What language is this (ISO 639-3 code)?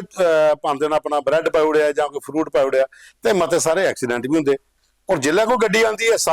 doi